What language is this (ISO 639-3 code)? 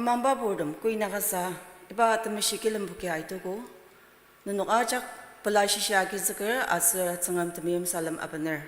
njo